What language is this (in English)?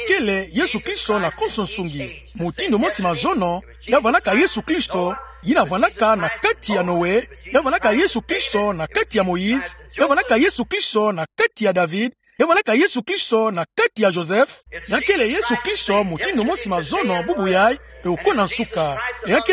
Kituba (Democratic Republic of Congo)